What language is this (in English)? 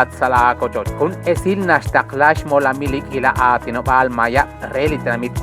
Kekchí